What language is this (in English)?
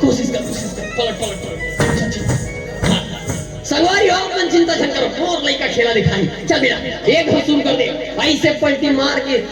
Chhattisgarhi